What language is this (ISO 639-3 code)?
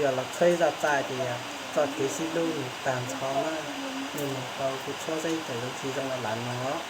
hmn